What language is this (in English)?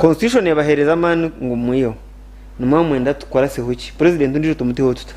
Nyankole